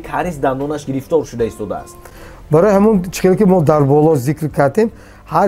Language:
Tajik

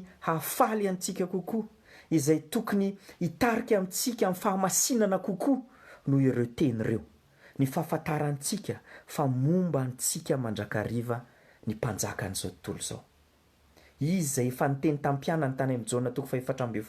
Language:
Malagasy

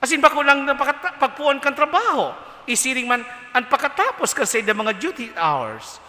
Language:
Bikol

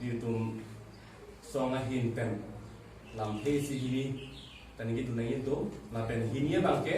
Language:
Karbi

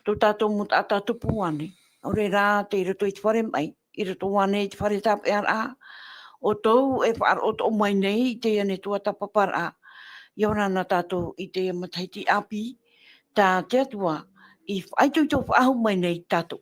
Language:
Tahitian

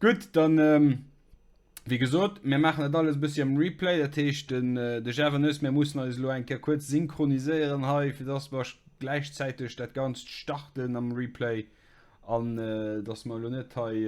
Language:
Luxembourgish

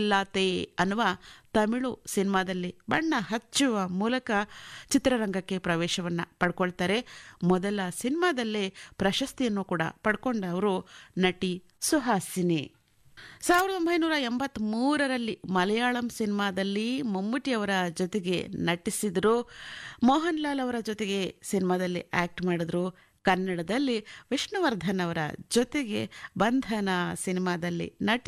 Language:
Kannada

